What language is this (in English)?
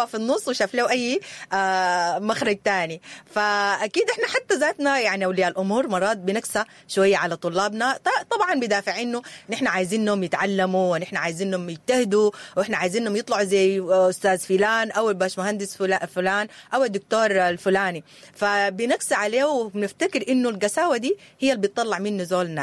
Sudanese Arabic